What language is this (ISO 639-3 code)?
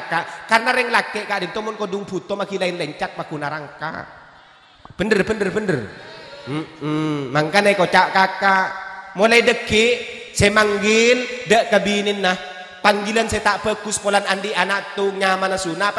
mad